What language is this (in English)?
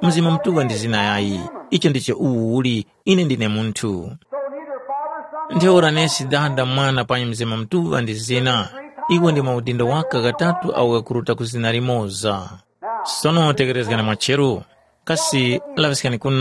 Tumbuka